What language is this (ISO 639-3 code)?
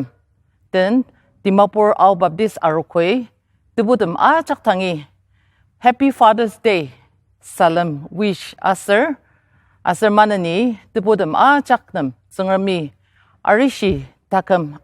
njo